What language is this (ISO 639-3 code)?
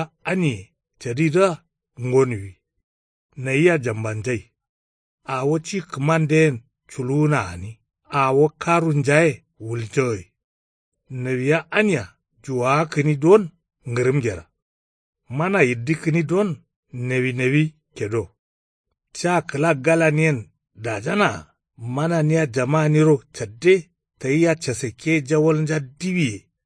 kau